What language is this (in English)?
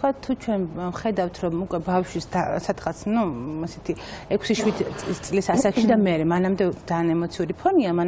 Georgian